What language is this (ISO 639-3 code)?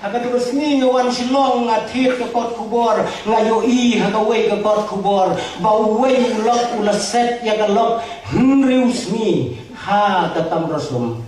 kha